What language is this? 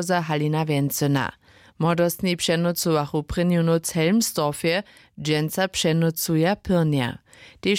Upper Sorbian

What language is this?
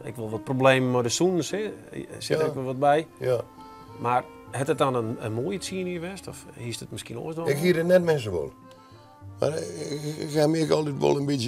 Western Frisian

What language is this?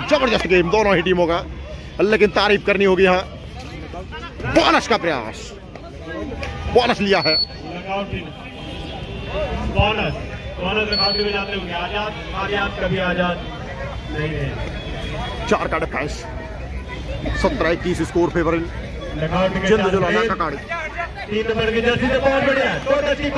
Hindi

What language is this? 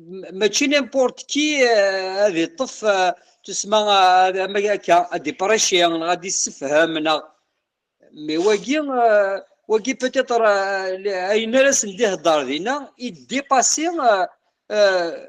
Kabyle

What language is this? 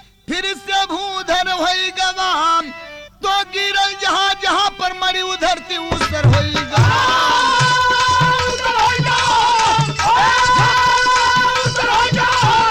Bhojpuri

